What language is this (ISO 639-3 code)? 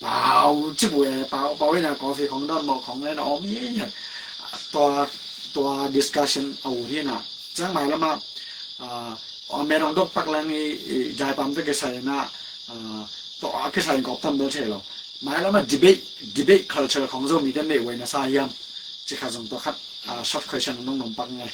ctd